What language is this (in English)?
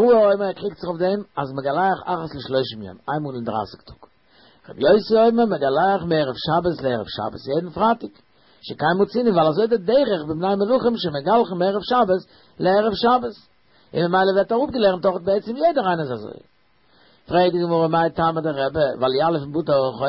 Yiddish